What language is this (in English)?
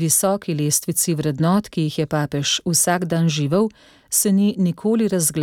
Slovenian